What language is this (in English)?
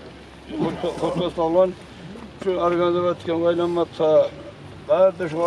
Kumyk